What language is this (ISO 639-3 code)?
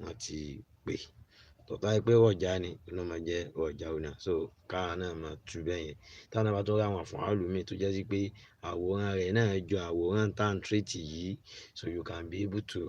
yor